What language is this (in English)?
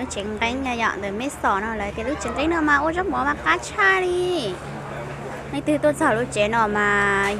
Hmong